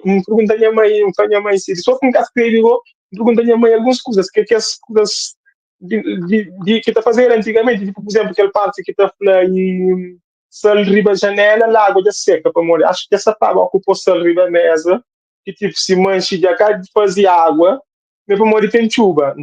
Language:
Kabuverdianu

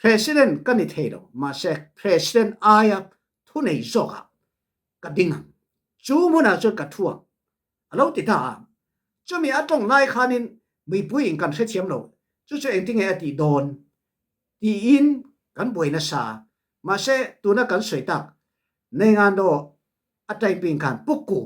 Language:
Falam Chin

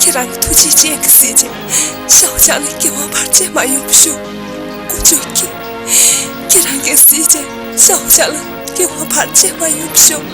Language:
Tibetan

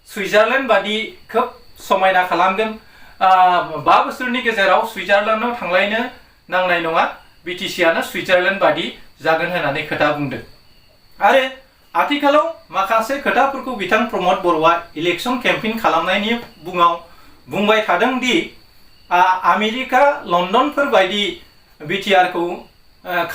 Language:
Bodo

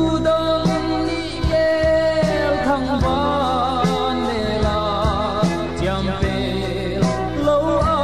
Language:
Vietnamese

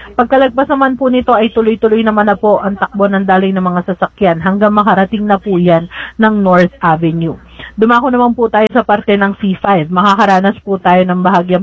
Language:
Filipino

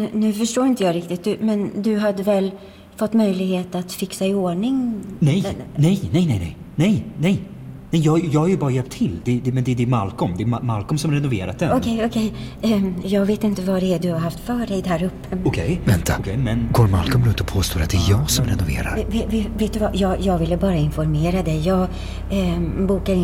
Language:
Swedish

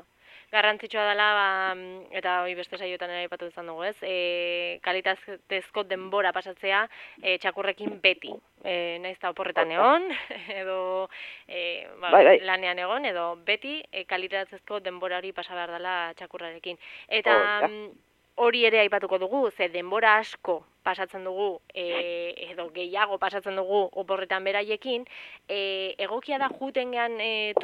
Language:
Basque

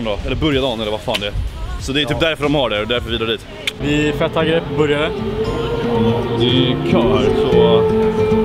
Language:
Swedish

